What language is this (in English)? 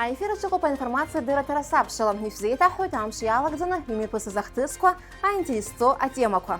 Abkhazian